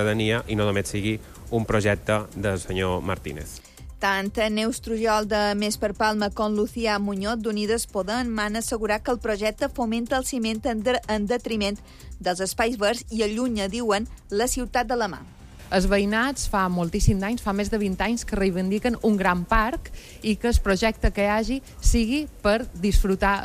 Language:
Catalan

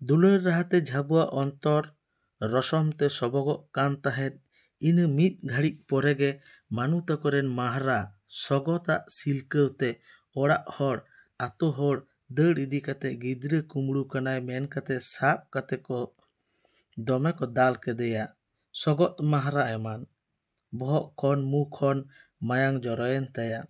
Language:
Santali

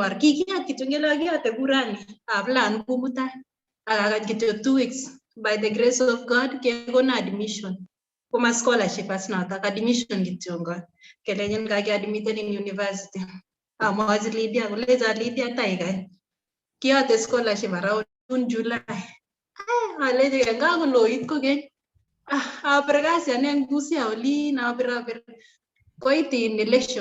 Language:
Kalenjin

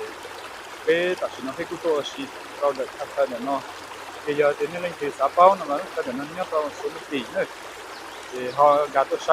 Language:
Hmong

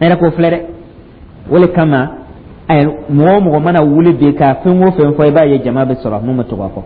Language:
Dyula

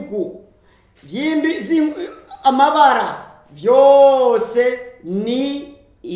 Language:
Rundi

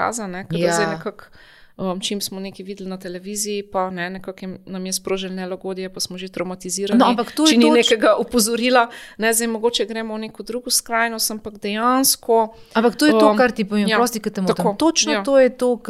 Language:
Slovenian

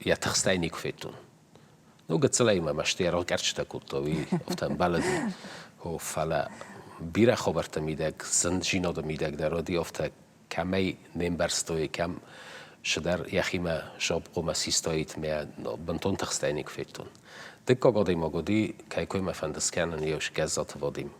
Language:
Ossetic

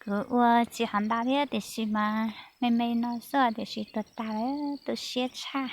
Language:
Hmong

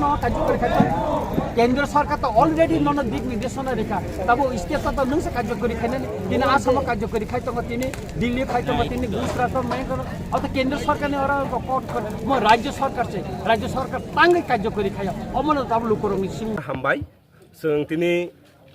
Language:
Kok Borok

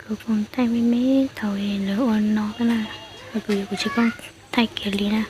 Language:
Hmong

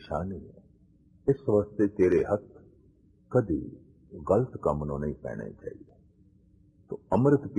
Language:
Punjabi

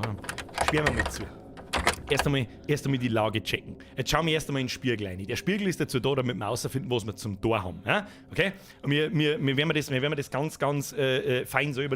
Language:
Bavarian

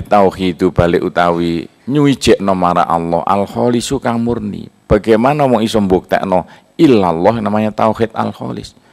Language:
Javanese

